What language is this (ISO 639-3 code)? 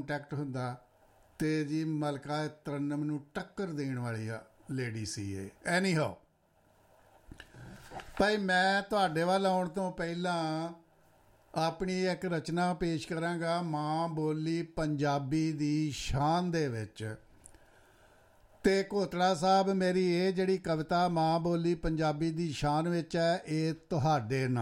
pan